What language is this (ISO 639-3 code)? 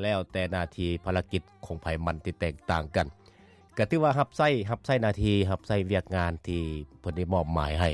lao